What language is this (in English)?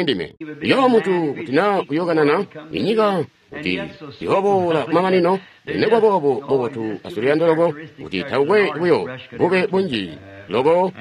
Tonga (Zambia)